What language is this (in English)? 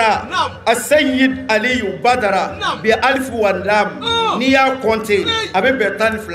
Bambara